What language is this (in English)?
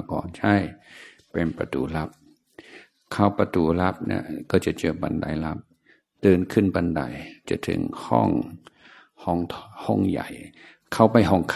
Thai